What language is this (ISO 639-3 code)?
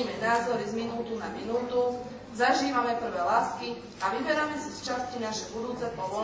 slk